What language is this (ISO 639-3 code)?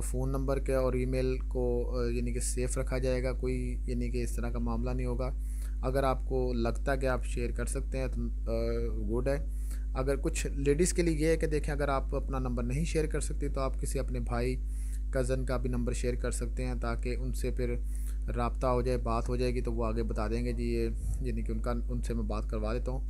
hin